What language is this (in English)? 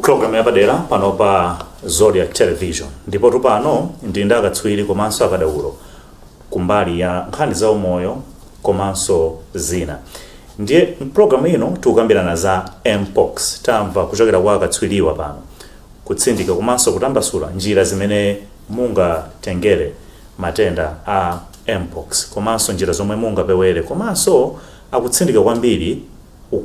Nyanja